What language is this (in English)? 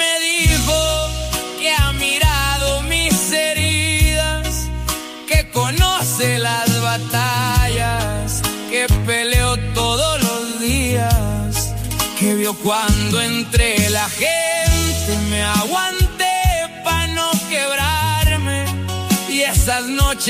Spanish